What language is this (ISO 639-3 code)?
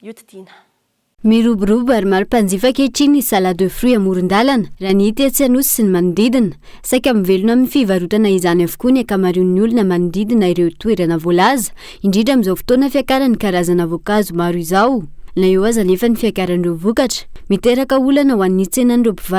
mlg